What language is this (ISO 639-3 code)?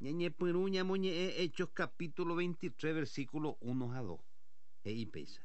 grn